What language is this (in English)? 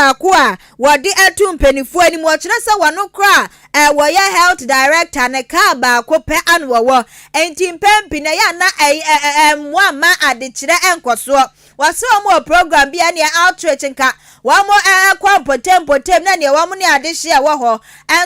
Akan